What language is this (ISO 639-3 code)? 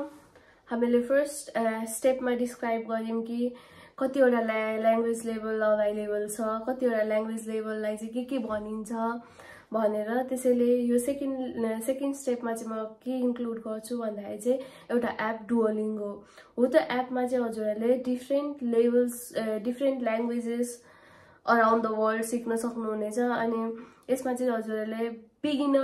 nep